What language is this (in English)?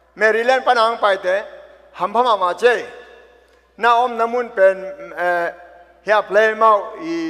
Tedim Chin